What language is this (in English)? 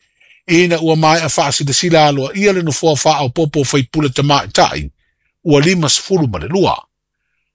Samoan